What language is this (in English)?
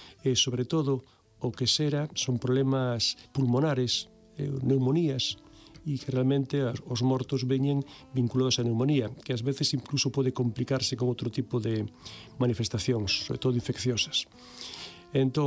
Galician